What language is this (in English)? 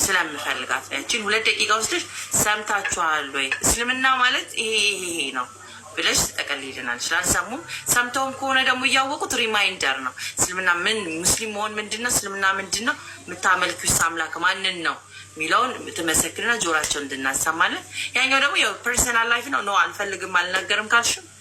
Amharic